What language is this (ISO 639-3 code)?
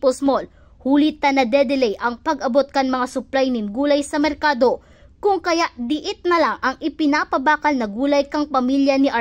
bik